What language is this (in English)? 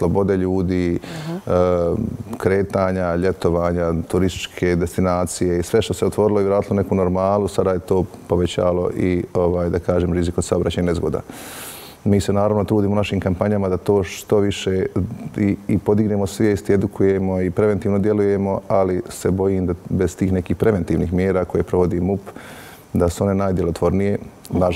Bosnian